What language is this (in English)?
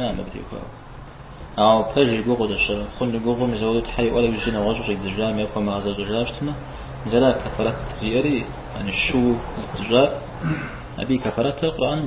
Kabardian